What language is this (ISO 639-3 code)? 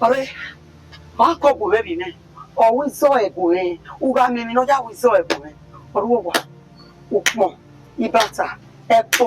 bin